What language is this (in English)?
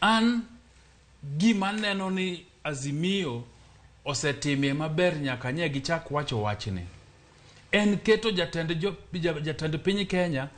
Luo (Kenya and Tanzania)